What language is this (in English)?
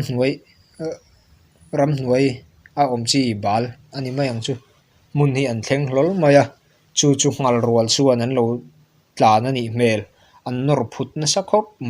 Mizo